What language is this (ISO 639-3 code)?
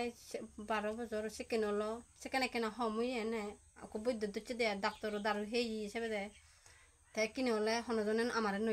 ccp